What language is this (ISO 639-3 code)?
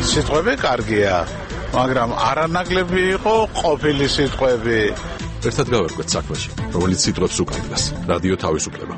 kat